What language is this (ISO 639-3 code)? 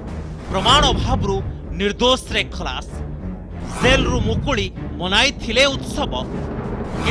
ori